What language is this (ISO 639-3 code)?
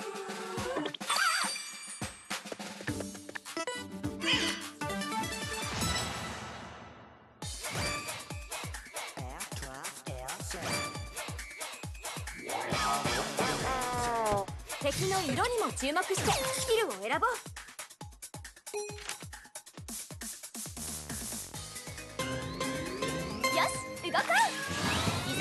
jpn